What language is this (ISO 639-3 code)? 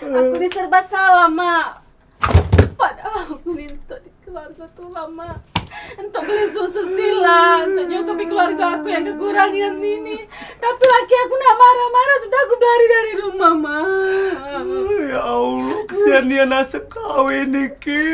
mui